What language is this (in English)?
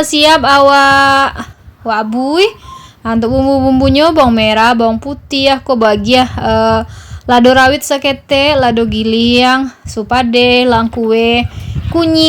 Minangkabau